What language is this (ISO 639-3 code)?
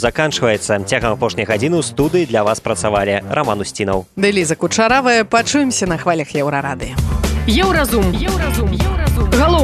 bel